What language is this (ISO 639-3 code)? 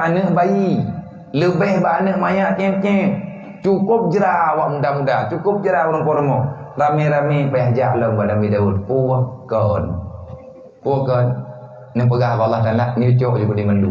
ace